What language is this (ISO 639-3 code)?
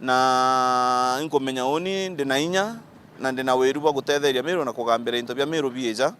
mer